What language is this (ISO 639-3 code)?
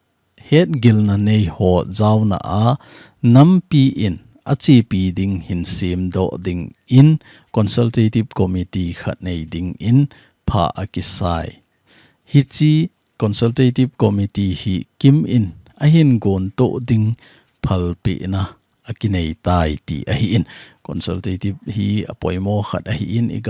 tcz